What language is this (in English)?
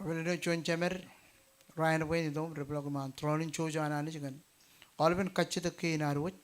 Marshallese